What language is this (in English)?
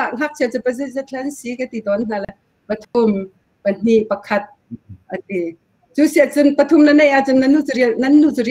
Hakha Chin